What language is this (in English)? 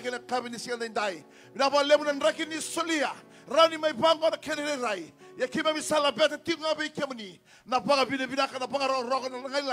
Fijian